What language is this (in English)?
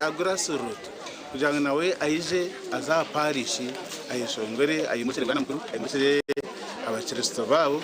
Nyankole